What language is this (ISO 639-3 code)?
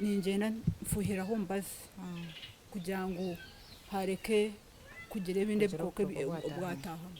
nyn